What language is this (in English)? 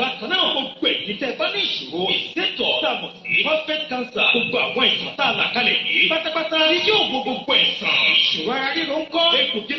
Yoruba